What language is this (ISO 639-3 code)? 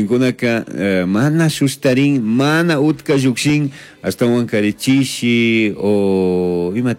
qug